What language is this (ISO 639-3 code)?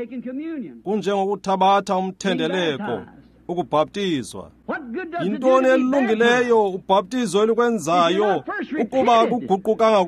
xho